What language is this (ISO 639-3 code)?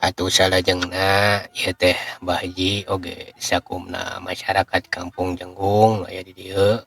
sun